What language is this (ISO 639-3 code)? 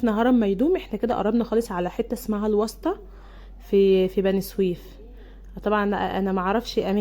arz